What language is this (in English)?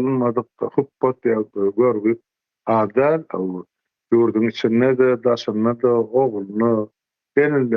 Turkmen